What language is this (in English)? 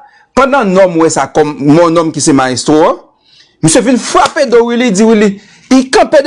Haitian Creole